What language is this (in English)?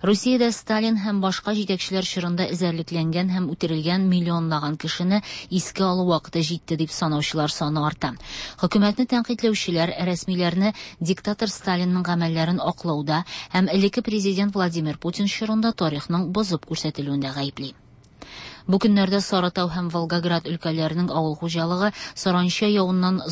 Tatar